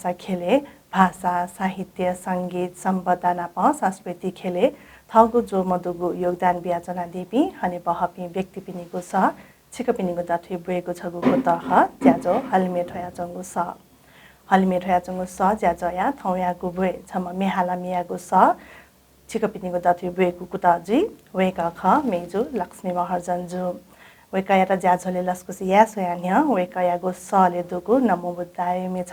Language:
Newari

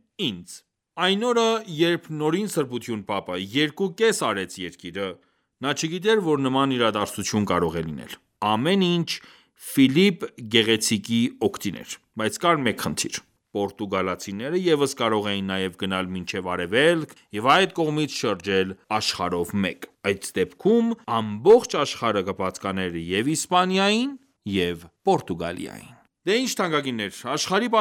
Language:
Armenian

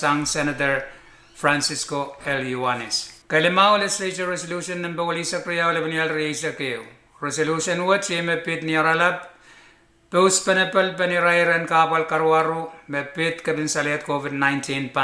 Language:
Pohnpeian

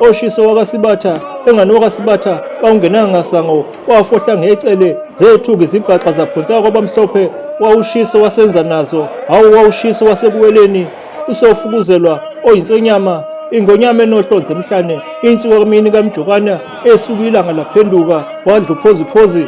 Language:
Zulu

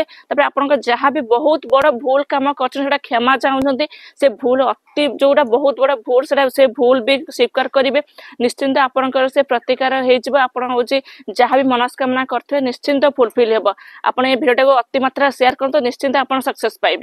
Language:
Odia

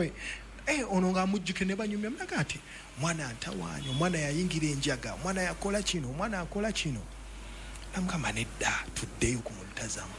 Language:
Ganda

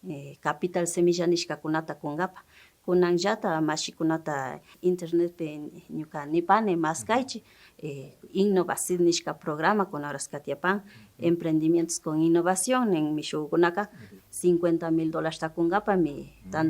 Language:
Imbabura Highland Quichua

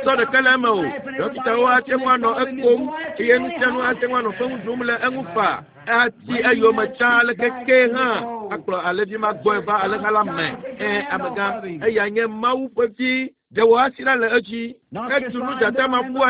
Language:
Ewe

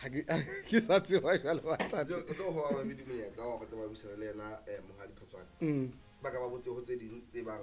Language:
Southern Sotho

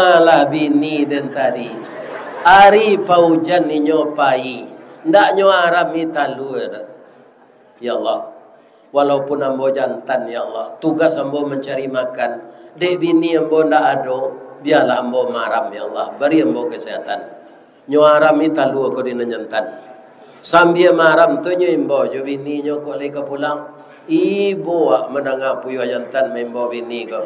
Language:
Minangkabau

